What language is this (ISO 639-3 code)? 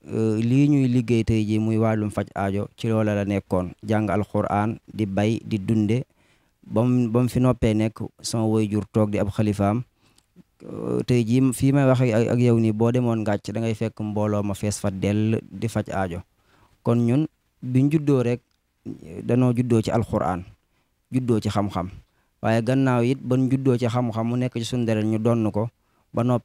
wol